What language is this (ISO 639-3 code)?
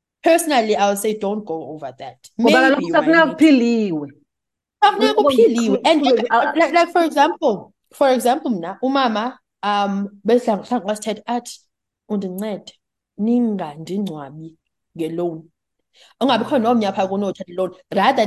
xho